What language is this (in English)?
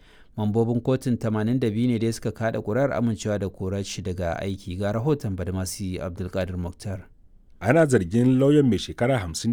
Hausa